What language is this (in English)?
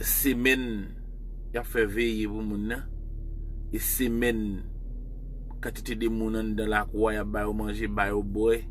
Haitian Creole